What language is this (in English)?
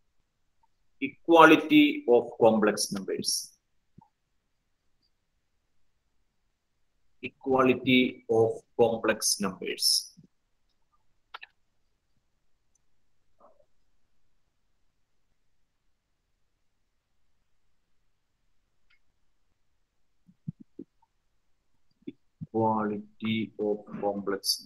Malayalam